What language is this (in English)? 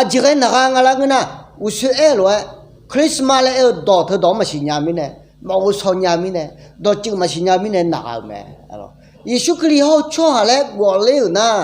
Akha